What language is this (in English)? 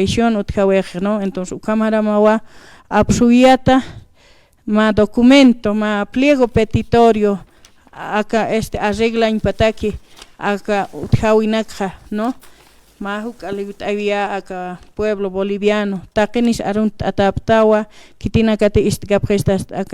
Aymara